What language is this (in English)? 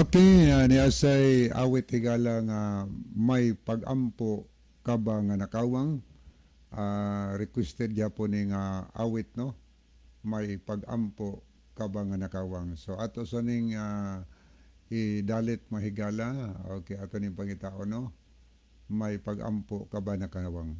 Cebuano